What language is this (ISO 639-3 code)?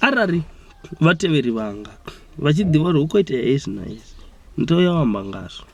ven